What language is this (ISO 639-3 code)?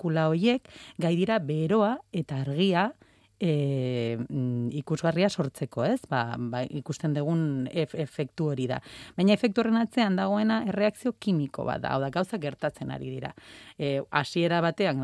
eus